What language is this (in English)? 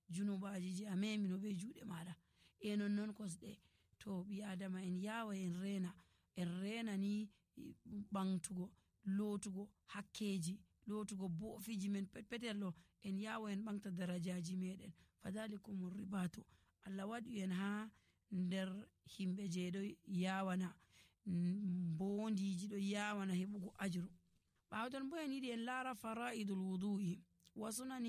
Nigerian Fulfulde